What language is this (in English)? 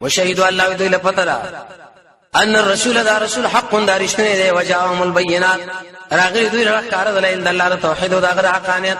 Pashto